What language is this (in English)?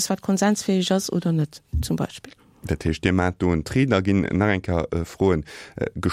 Luxembourgish